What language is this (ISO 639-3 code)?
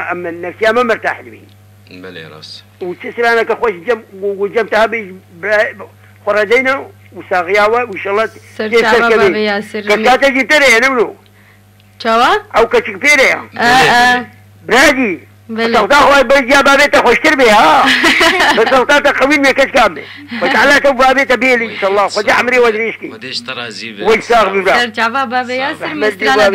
kur